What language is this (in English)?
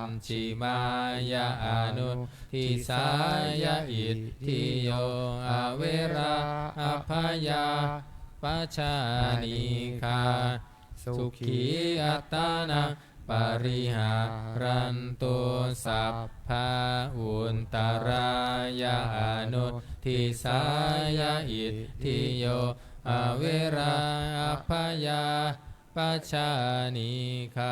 Pali